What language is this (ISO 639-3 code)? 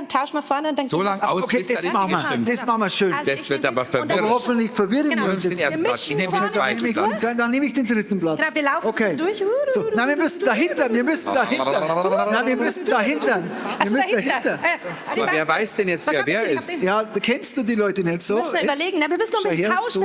bar